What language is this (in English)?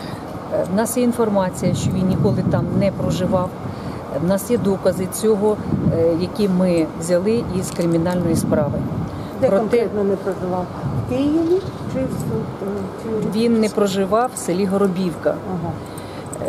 Ukrainian